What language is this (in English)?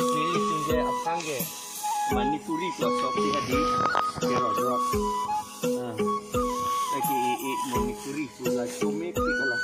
Karbi